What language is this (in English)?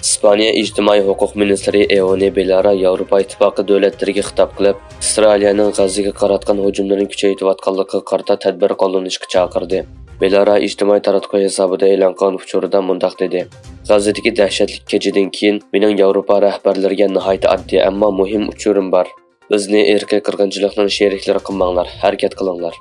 Uyghur